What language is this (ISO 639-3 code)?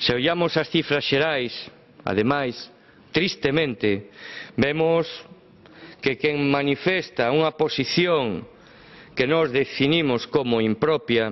glg